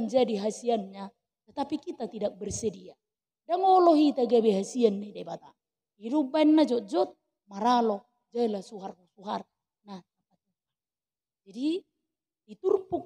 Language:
Batak Toba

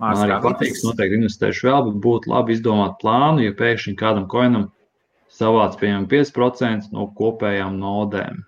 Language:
Latvian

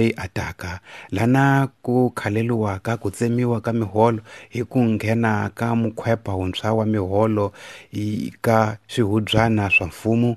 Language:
Tsonga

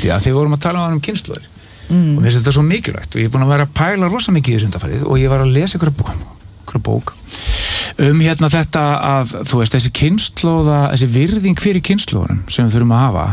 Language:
Icelandic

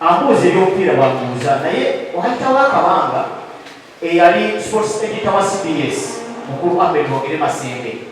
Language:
Ganda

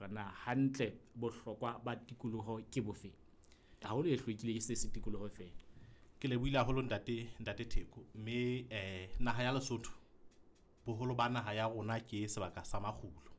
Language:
Southern Sotho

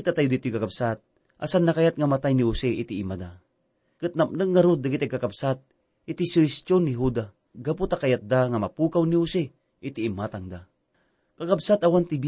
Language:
Iloko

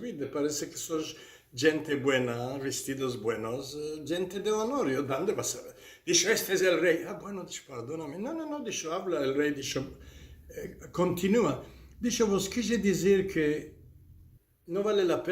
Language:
Ladino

